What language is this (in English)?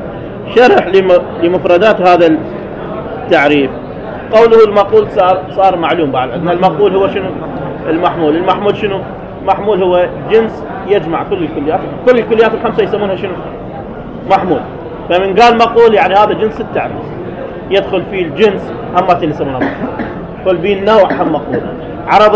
Arabic